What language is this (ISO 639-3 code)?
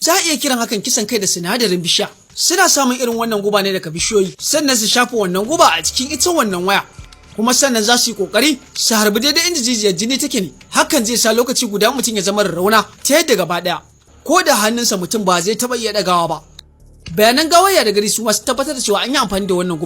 hau